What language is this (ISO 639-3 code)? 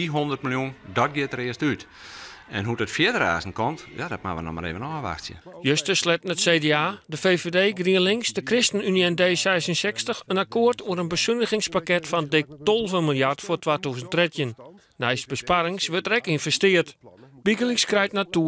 fry